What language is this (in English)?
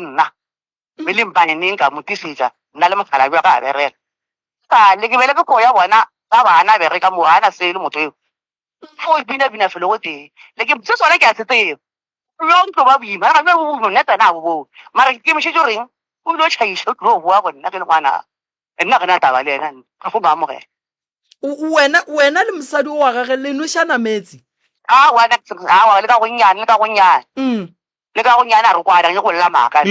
Northern Sotho